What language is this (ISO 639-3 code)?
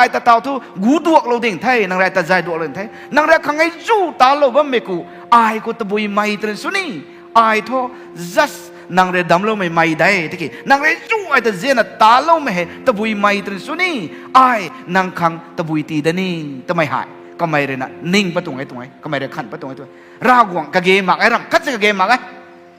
nbu